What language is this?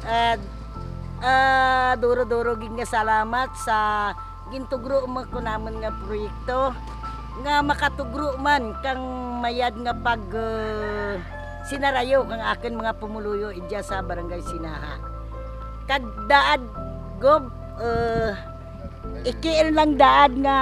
Kinaray-a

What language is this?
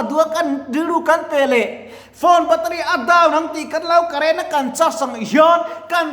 Mizo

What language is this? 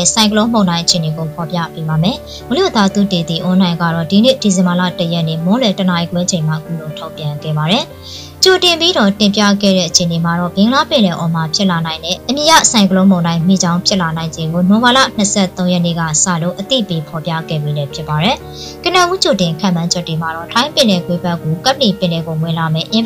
Burmese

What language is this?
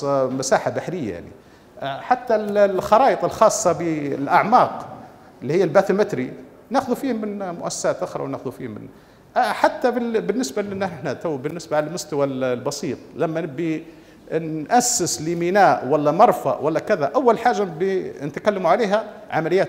Libyan Arabic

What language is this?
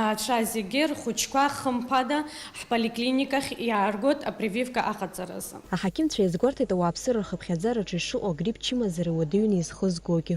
Abkhazian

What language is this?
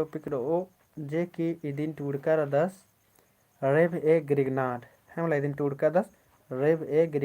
Kurukh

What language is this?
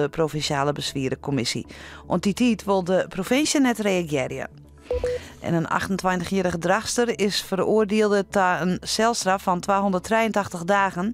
Western Frisian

